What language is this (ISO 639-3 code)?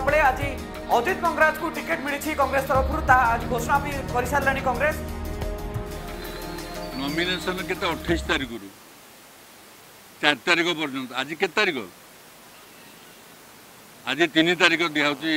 ori